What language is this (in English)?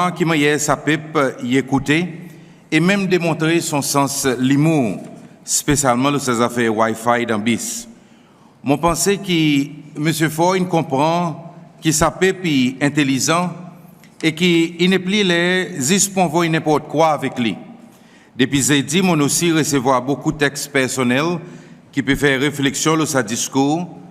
Seselwa Creole French